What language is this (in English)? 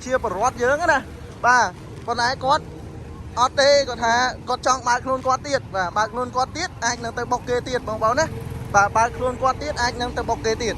Khmer